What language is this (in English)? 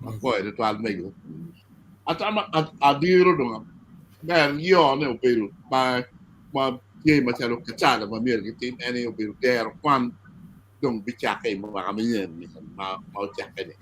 Acoli